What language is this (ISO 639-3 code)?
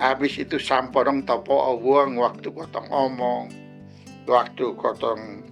mkn